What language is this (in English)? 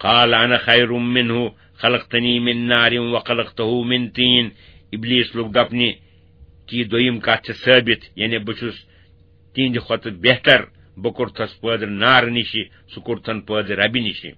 Kashmiri